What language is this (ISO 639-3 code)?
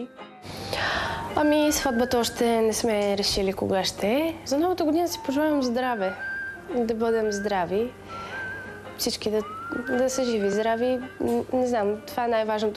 bul